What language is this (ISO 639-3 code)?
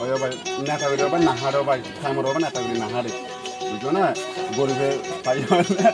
rhg